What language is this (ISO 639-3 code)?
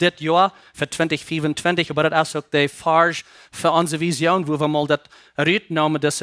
pdt